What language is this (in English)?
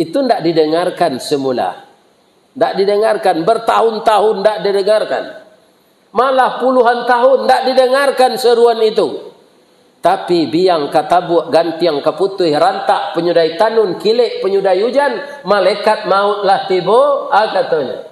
Minangkabau